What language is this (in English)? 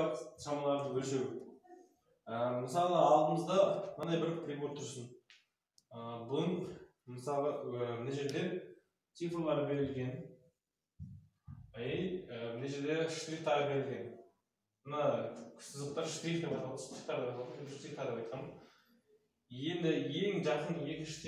Kazakh